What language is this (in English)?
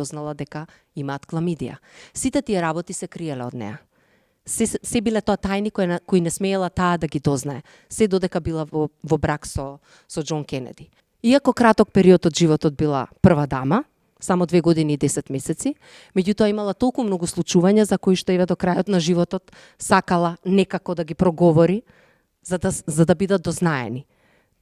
Macedonian